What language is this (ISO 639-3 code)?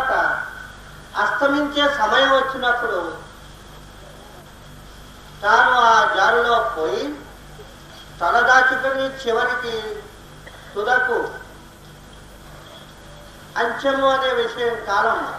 tel